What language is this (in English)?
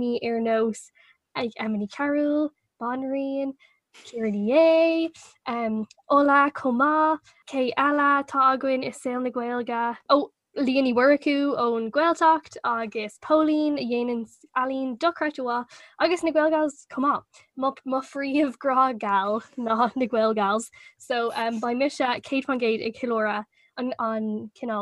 Irish